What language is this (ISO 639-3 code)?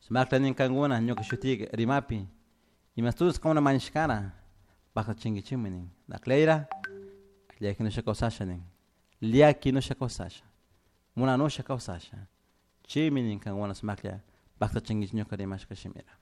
qug